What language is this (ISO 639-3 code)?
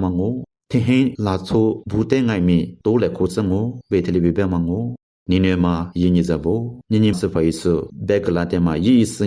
lis